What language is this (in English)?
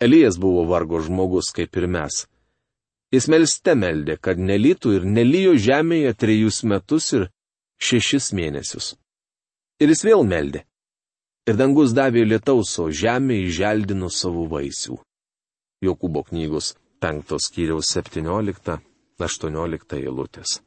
Lithuanian